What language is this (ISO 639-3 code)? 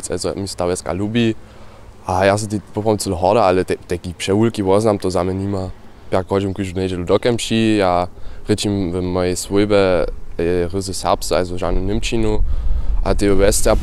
hsb